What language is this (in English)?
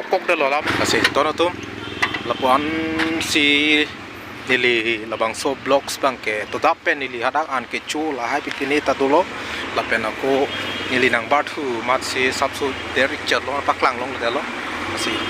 Karbi